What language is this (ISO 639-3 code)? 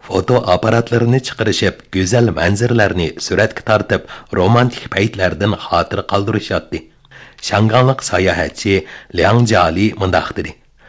uig